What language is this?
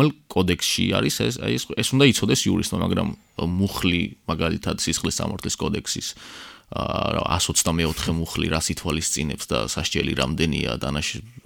Georgian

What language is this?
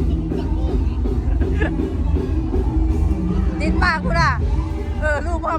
Lao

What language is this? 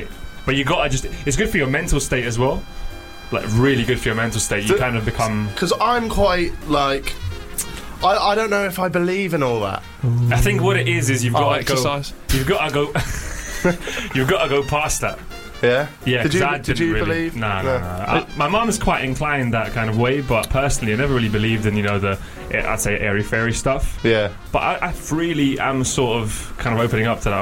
English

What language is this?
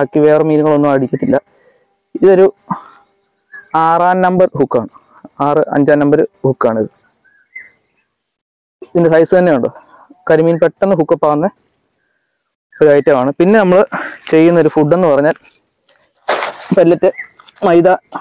Malayalam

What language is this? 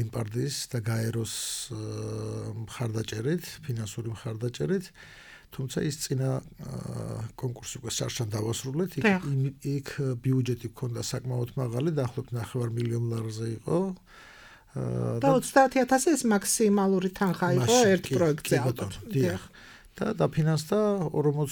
Georgian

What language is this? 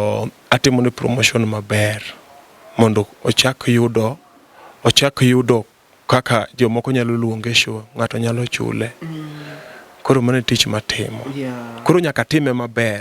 Luo (Kenya and Tanzania)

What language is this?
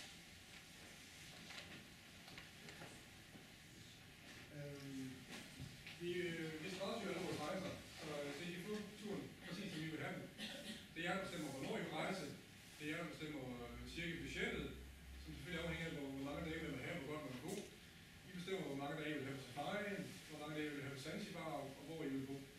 Danish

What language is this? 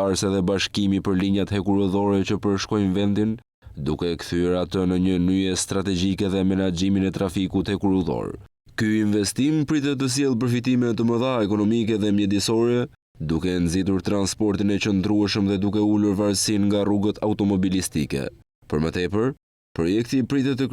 Albanian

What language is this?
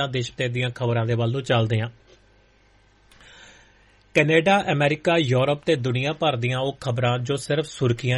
Punjabi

